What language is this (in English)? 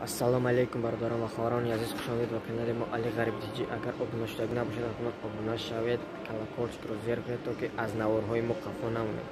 Tajik